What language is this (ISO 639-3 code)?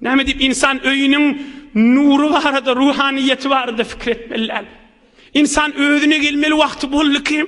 tuk